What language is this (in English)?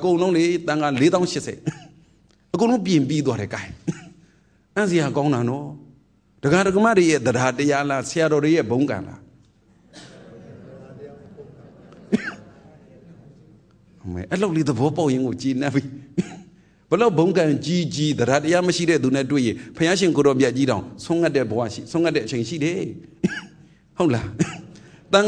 Burmese